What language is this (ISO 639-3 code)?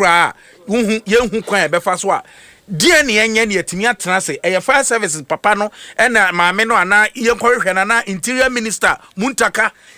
aka